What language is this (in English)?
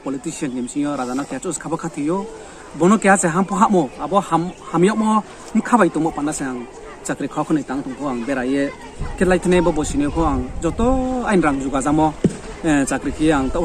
Riang (India)